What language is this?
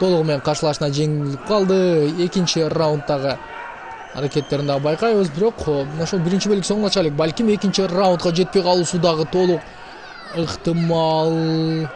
Kyrgyz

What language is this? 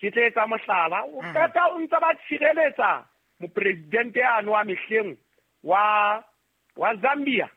Southern Sotho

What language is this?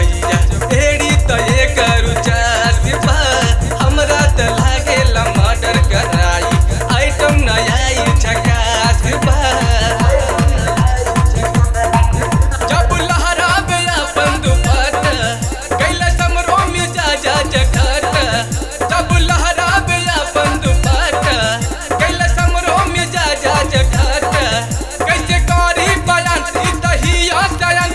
Bhojpuri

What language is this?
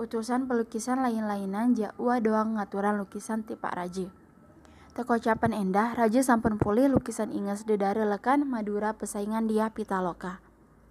Sasak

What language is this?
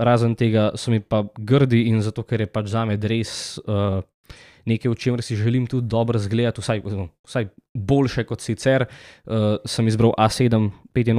Slovenian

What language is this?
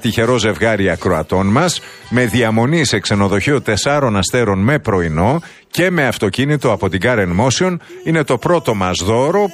Greek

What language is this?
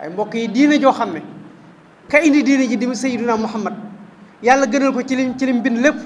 Wolof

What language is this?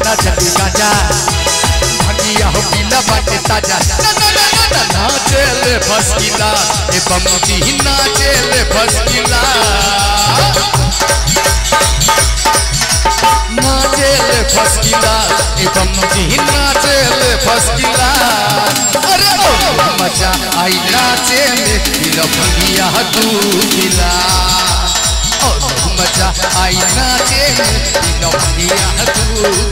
Bhojpuri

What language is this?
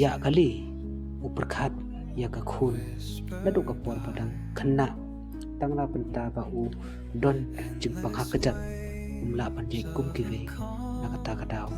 Khasi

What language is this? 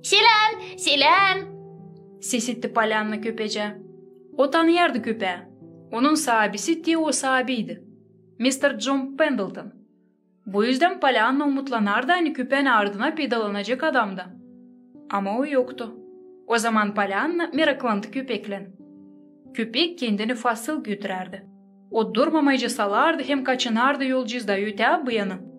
Gagauz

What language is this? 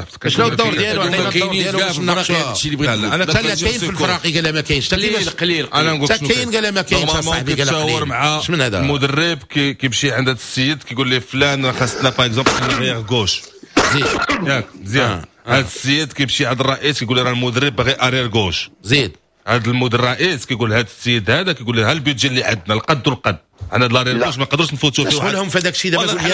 Moroccan Arabic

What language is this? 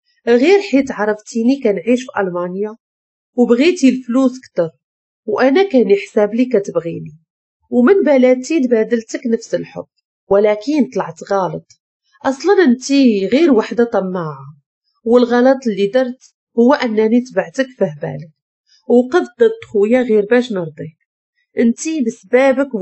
Moroccan Arabic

